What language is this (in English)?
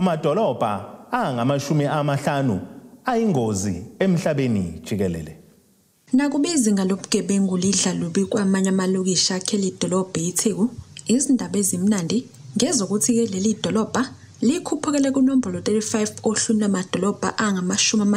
Zulu